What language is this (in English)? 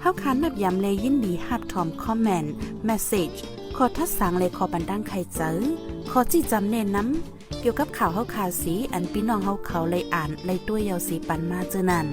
Shan